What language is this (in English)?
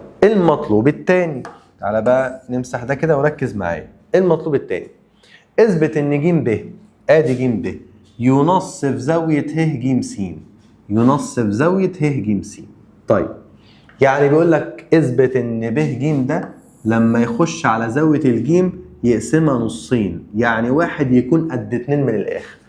Egyptian Arabic